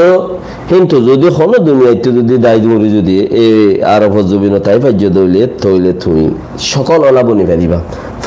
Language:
Rohingya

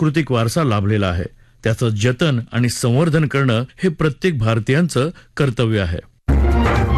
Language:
Marathi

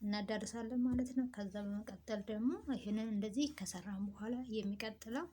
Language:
Amharic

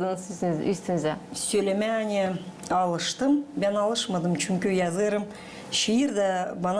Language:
Gagauz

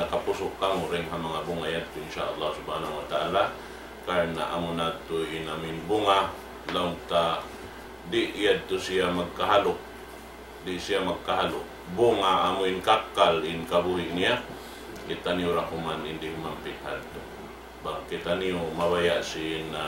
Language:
Tausug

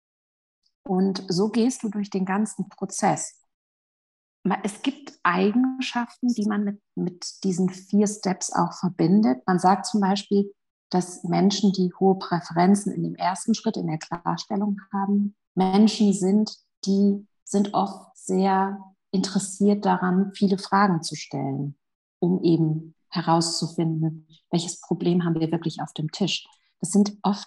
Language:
German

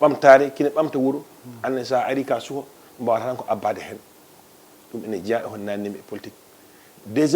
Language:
Fula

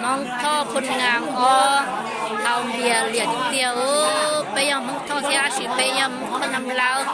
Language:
Hmong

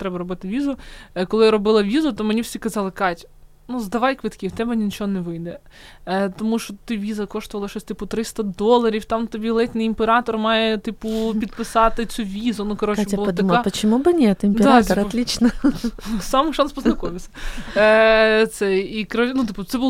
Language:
Ukrainian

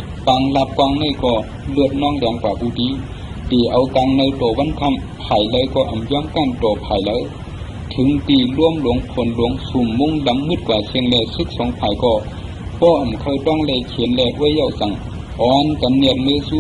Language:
Shan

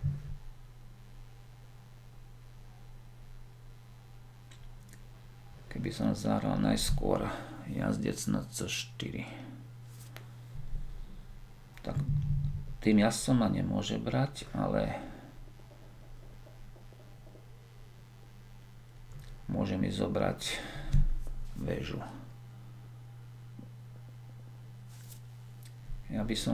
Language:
Slovak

